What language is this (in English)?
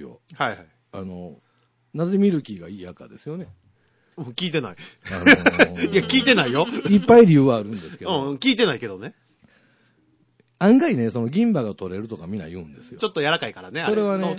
Japanese